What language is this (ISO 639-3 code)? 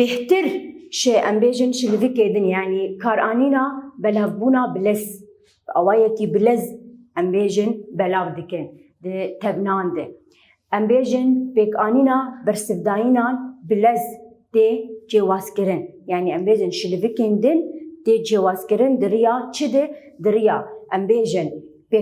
kur